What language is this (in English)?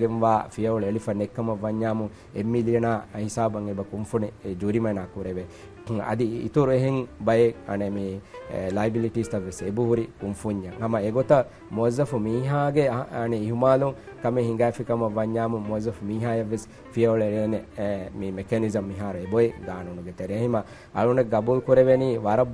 Divehi